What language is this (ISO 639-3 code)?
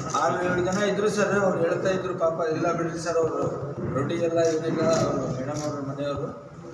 kan